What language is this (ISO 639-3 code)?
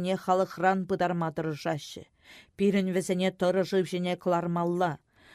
chv